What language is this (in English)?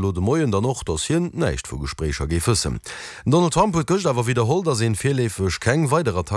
Luxembourgish